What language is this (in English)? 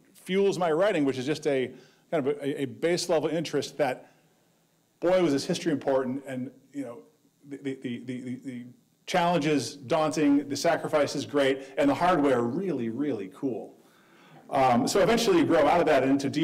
English